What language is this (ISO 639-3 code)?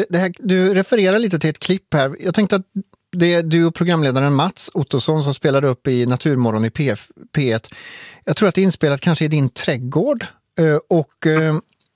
swe